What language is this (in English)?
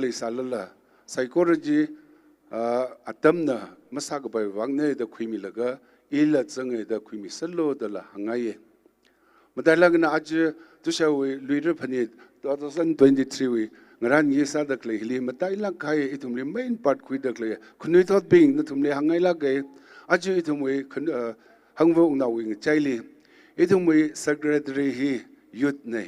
Tangkhul Naga (India)